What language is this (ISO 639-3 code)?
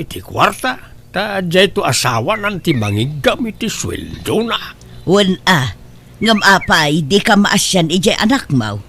ilo